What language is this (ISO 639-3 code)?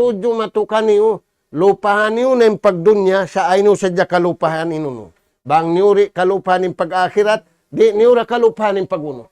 tsg